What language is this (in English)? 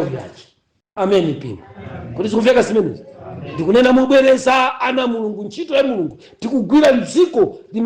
Nyanja